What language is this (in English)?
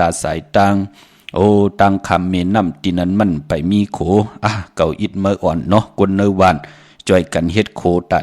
Shan